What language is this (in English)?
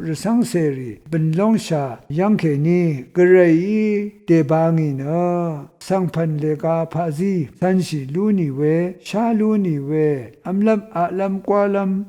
Rawang